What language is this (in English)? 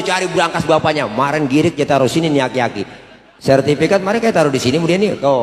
Betawi